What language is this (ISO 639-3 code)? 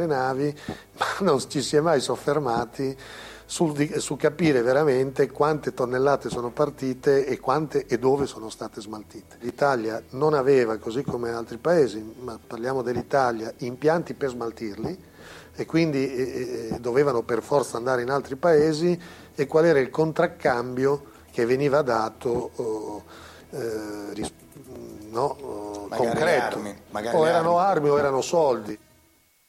ita